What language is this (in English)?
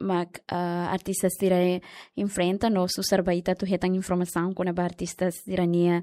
Tetum